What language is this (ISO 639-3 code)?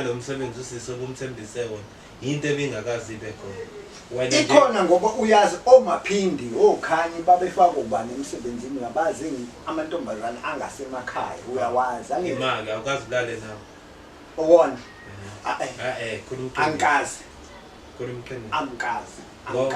zul